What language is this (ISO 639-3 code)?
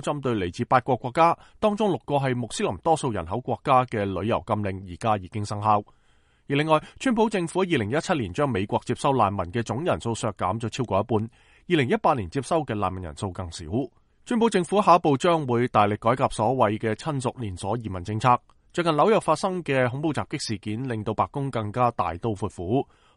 yue